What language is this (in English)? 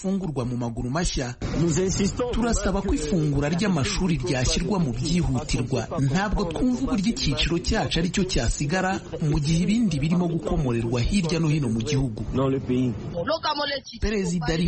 Kinyarwanda